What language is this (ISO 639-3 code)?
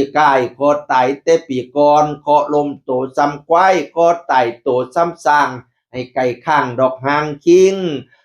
tts